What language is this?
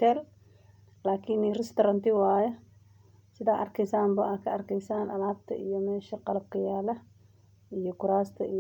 Somali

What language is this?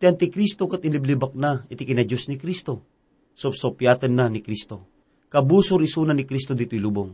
Iloko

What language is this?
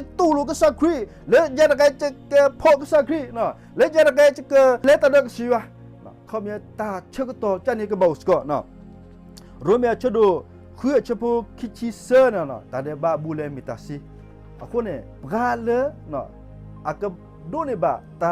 S'gaw Karen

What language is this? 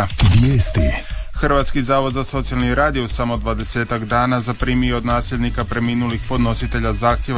Croatian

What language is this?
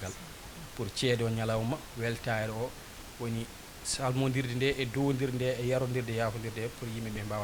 Fula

